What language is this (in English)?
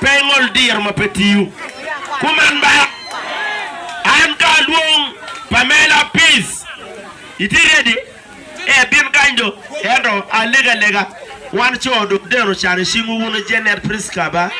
Acoli